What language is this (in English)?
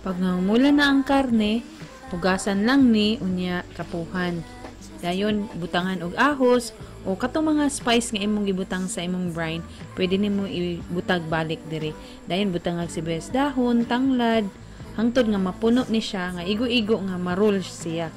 Cebuano